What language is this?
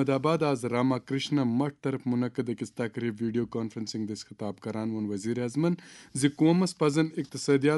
Kashmiri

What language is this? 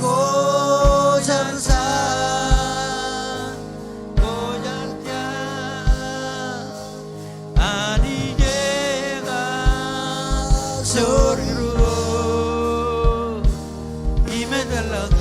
Marshallese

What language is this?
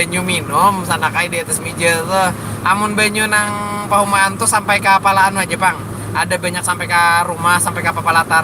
Banjar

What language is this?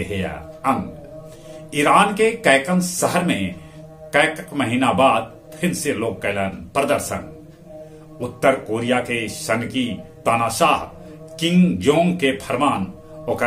Magahi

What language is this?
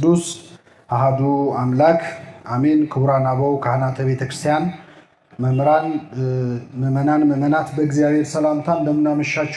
Amharic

